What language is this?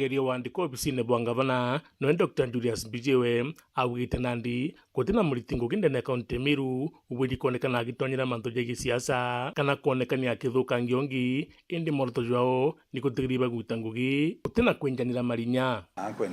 Meru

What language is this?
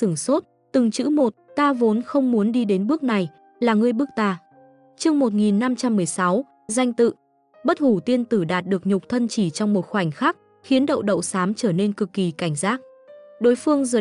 Vietnamese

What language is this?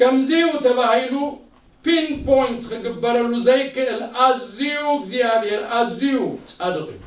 Tigrinya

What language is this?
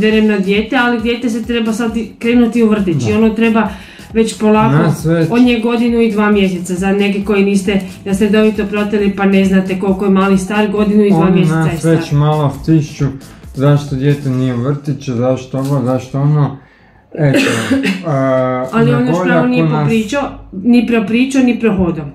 Croatian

